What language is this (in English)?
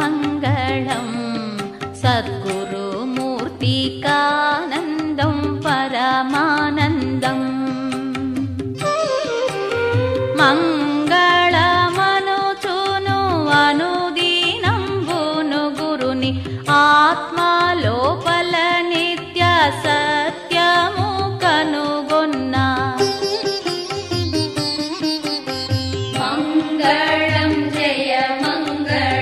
Telugu